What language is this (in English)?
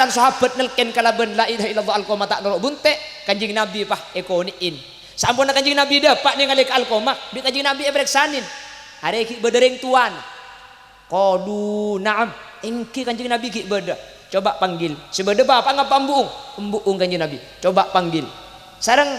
Madurese